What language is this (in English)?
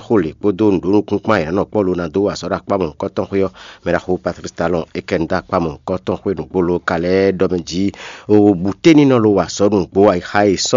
Fon